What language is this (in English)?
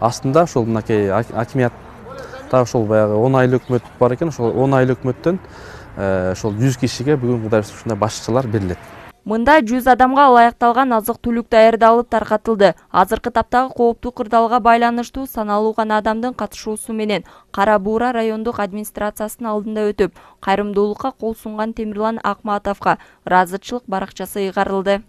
Kyrgyz